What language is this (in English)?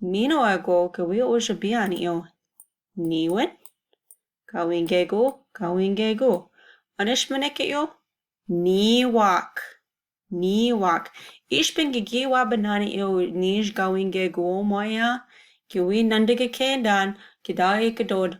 Chippewa